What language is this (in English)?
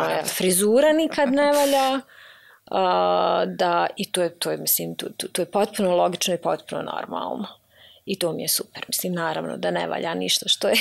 Bosnian